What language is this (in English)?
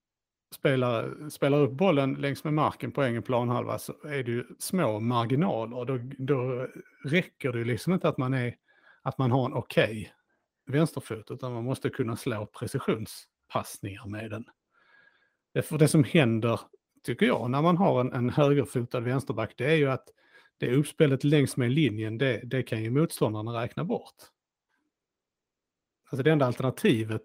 Swedish